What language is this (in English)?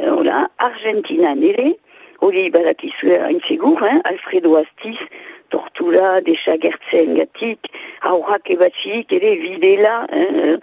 Basque